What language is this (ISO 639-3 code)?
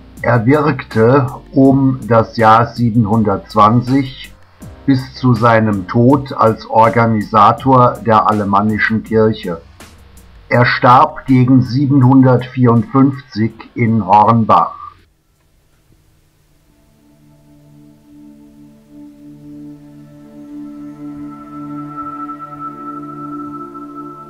deu